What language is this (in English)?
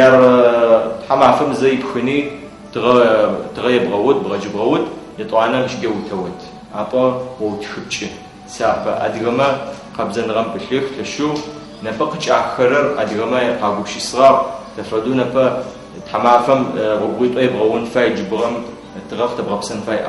Adyghe